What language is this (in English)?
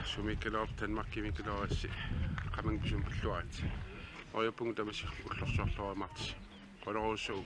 Kalaallisut